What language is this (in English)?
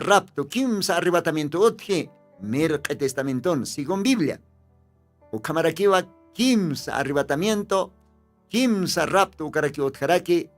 Aymara